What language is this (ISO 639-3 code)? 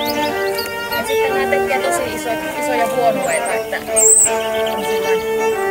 fin